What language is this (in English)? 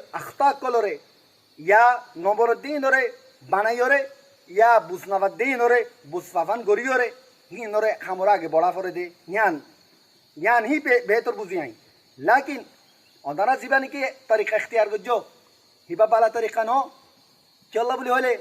Rohingya